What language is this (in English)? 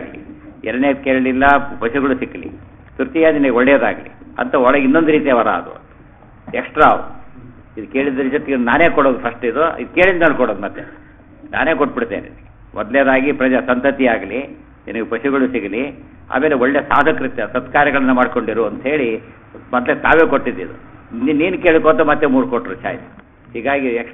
Kannada